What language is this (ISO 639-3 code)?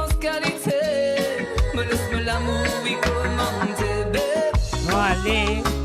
mfe